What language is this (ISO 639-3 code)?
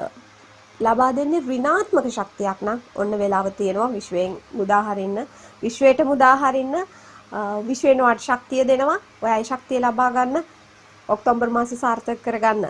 sin